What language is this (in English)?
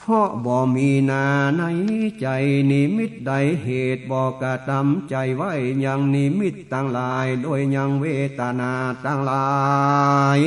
Northern Thai